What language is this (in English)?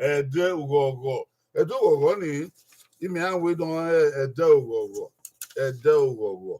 Bini